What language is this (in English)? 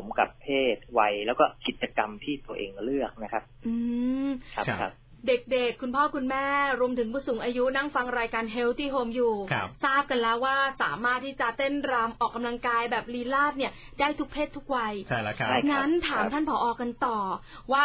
Thai